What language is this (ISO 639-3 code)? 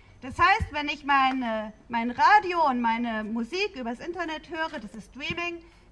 deu